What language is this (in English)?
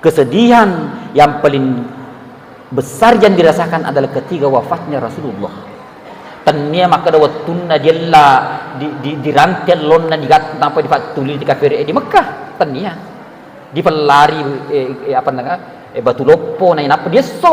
Buginese